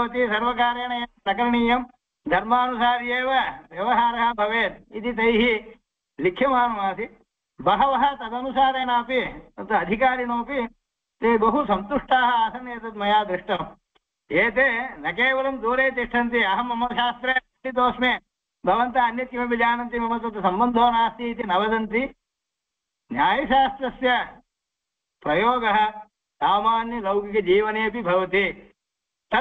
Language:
Sanskrit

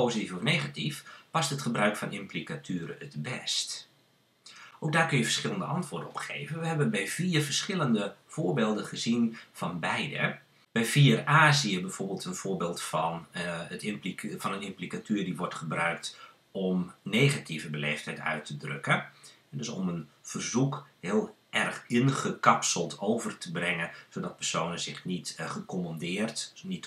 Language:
Dutch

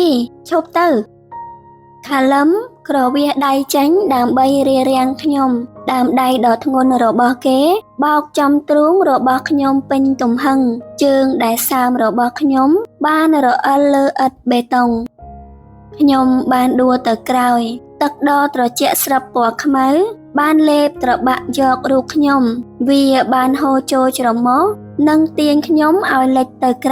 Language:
Khmer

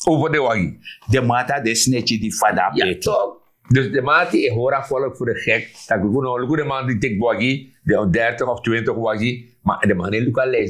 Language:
Sranan Tongo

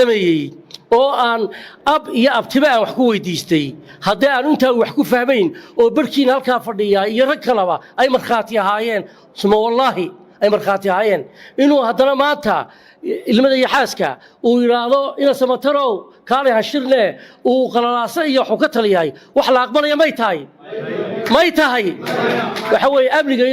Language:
Somali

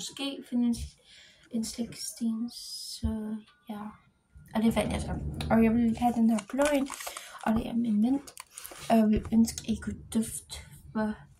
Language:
Danish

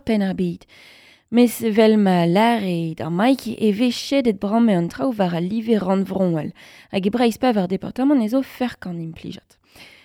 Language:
Breton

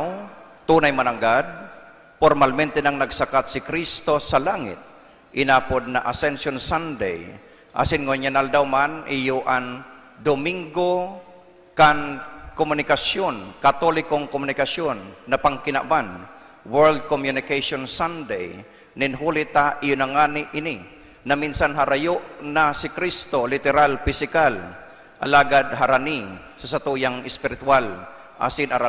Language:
Bikol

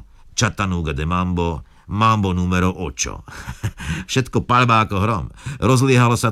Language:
Slovak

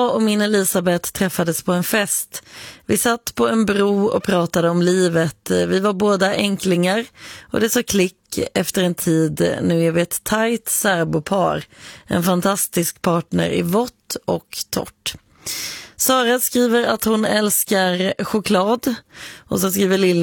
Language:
Swedish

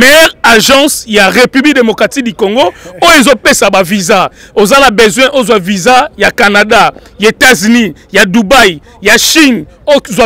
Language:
Lingala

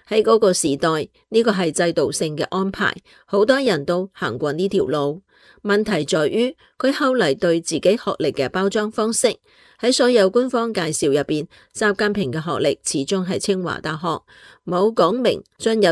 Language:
Cantonese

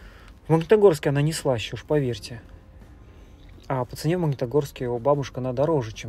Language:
Russian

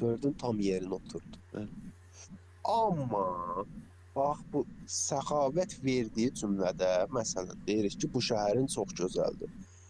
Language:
Azerbaijani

